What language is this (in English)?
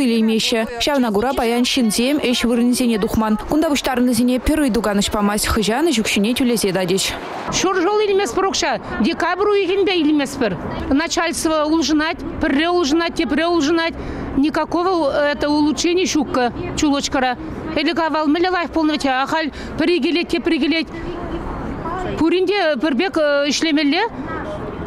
Chuvash